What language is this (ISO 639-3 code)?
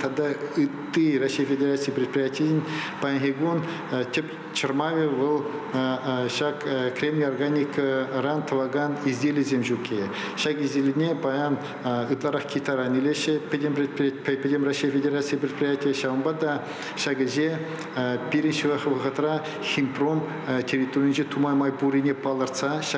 chv